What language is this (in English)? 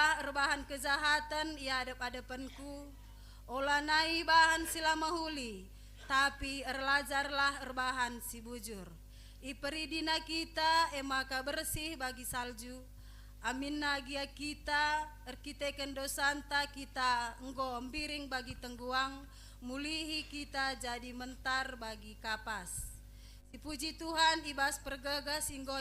Batak Karo